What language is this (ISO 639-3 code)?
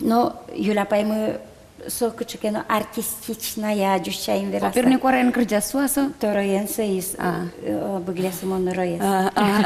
udm